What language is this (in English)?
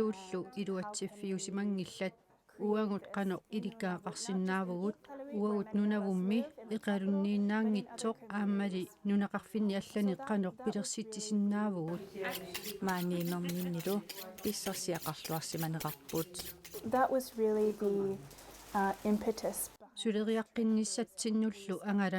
Kalaallisut